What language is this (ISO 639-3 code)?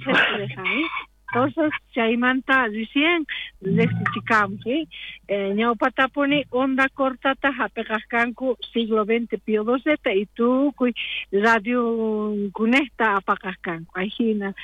quh